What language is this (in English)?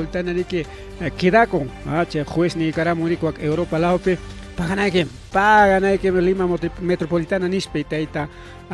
Ayacucho Quechua